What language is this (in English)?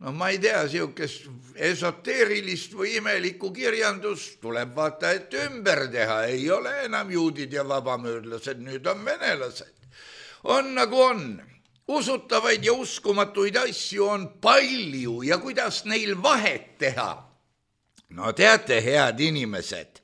Estonian